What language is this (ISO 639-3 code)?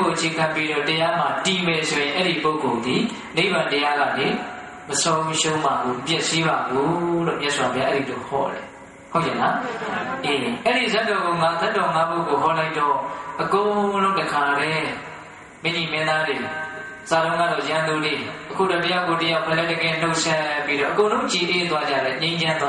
mya